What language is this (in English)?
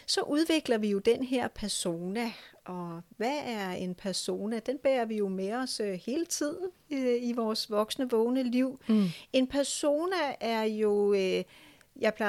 Danish